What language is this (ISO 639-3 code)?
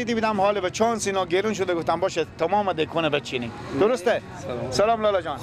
fas